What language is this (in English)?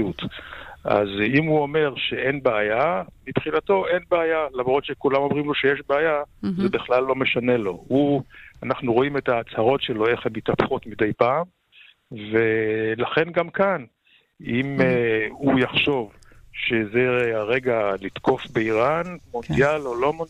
Hebrew